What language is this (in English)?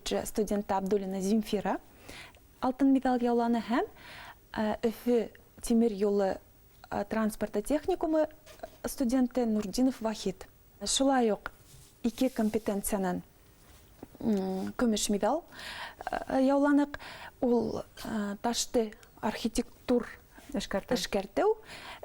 Bashkir